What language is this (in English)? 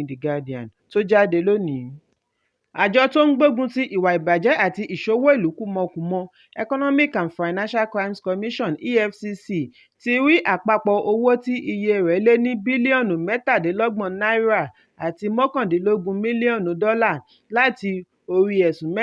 Yoruba